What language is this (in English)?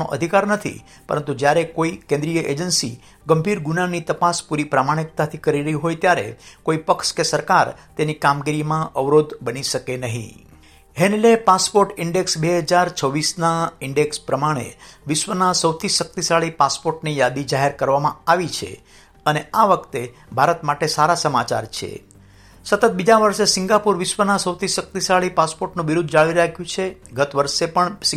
Gujarati